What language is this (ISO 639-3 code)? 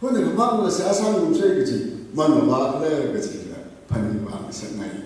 nmf